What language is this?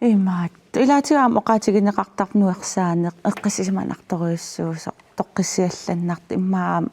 Kalaallisut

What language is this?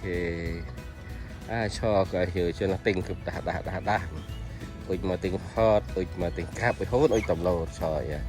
Central Mnong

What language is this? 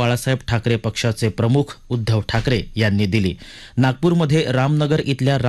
Marathi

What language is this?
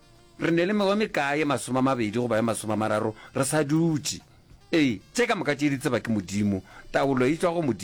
Northern Sotho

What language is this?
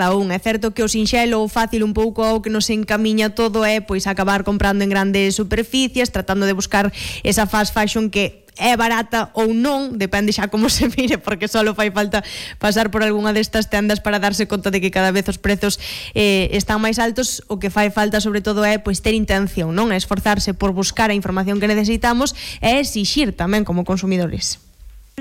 Galician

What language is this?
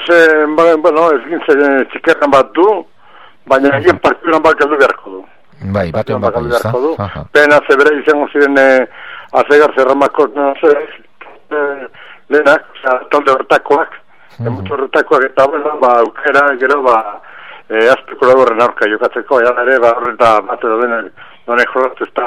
Basque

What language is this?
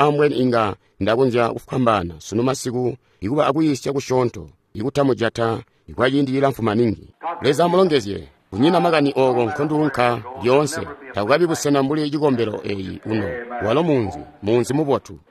Tonga (Zambia)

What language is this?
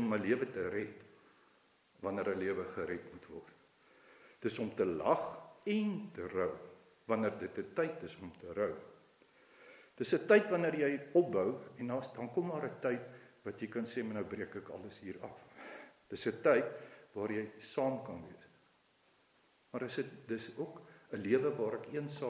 Afrikaans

